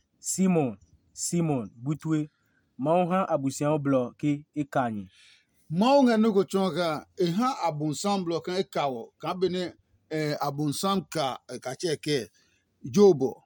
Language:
Adangme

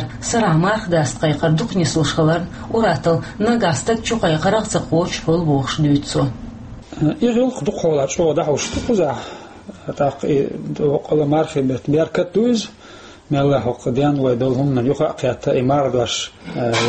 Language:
Chechen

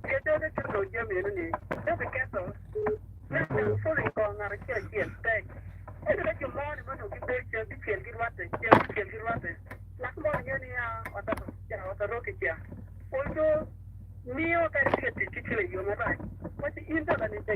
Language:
Acoli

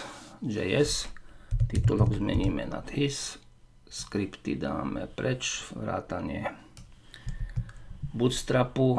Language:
Slovak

